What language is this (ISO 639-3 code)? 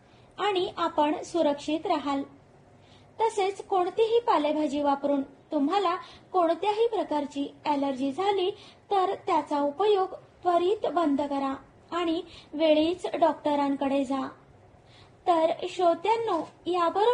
mar